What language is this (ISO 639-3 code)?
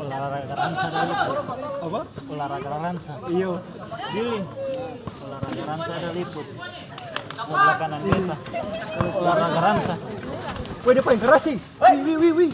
abs